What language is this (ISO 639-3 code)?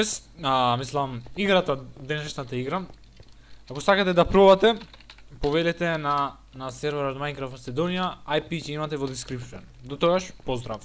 mkd